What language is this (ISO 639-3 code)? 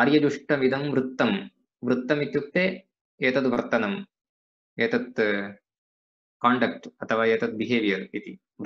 san